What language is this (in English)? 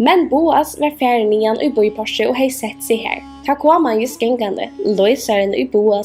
Faroese